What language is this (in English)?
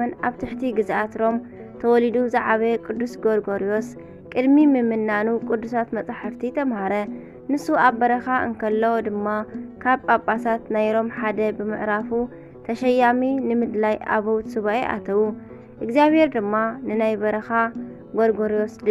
Tigrinya